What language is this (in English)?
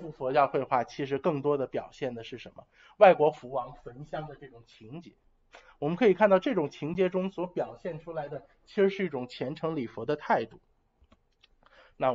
Chinese